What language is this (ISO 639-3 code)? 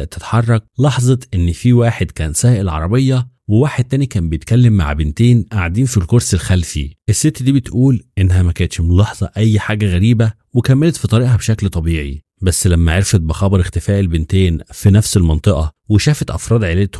arz